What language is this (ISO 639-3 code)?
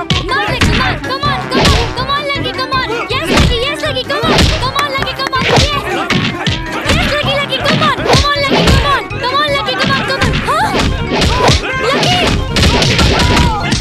bho